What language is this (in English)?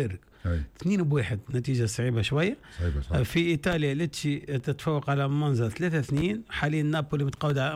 Tunisian Arabic